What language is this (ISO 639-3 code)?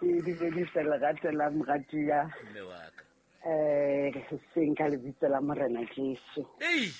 sot